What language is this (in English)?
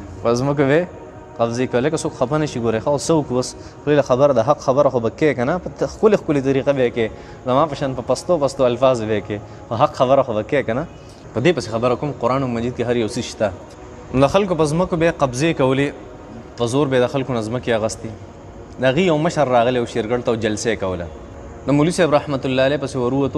Pashto